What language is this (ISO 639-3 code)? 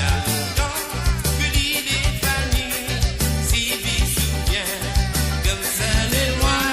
mfe